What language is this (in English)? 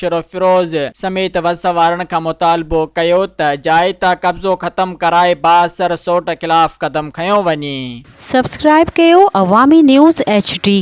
Sindhi